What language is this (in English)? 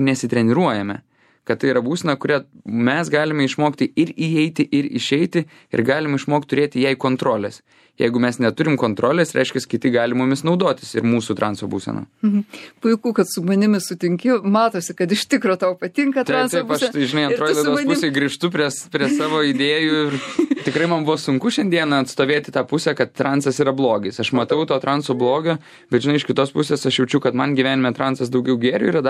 Lithuanian